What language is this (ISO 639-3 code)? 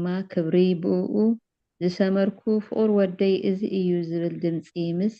tir